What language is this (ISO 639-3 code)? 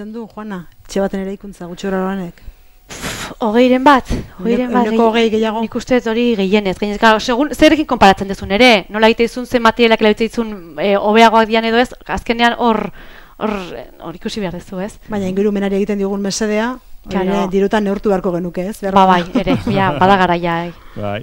eus